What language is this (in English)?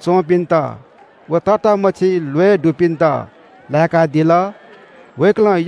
Newari